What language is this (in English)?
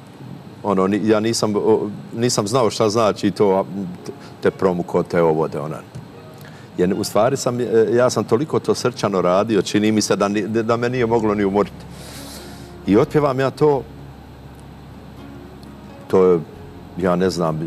Bosnian